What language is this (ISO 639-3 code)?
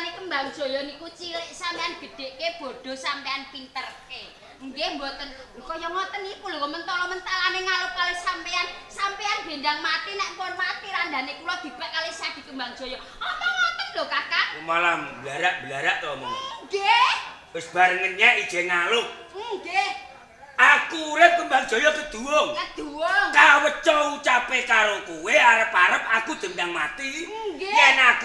jav